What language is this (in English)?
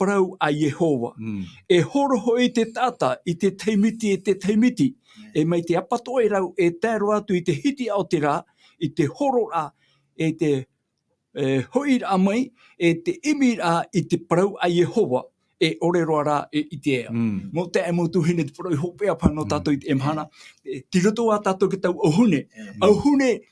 Tahitian